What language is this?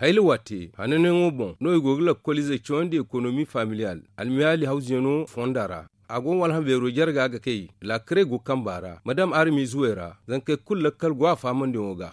Zarma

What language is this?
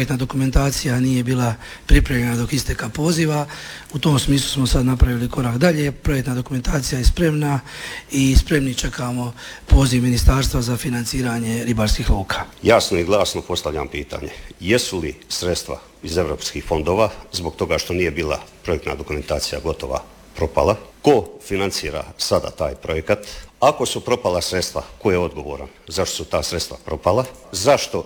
Croatian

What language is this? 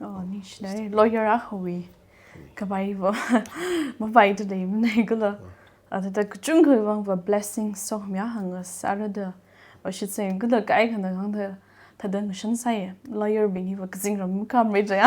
Tangkhul Naga (India)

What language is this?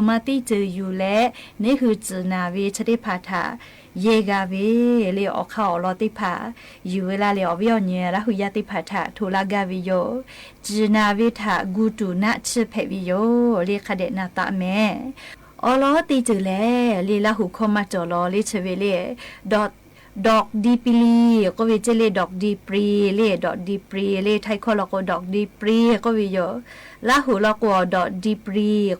Lahu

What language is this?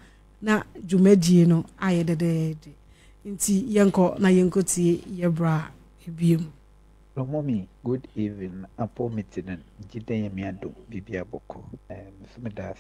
Akan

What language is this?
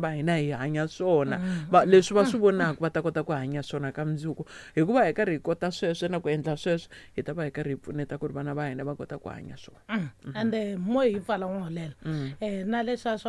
Tsonga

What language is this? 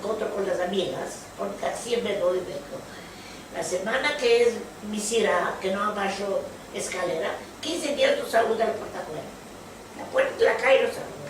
Ladino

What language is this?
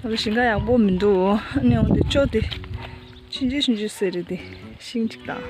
Tibetan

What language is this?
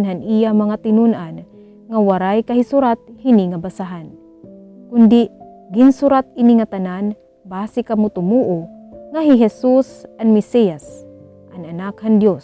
Waray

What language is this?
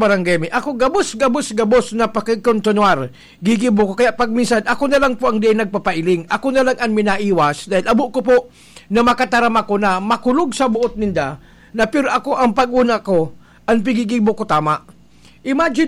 Bikol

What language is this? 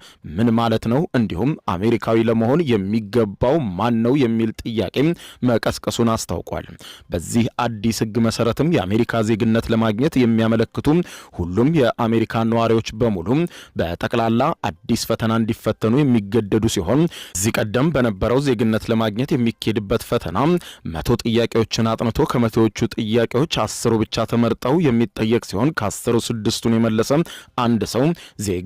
Amharic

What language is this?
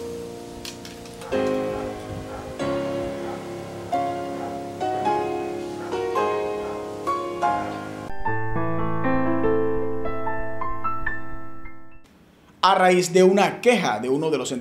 Spanish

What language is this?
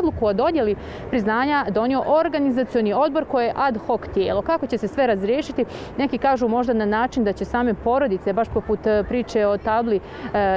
Bosnian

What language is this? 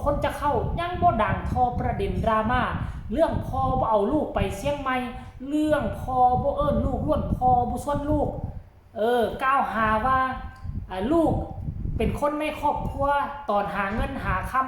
Lao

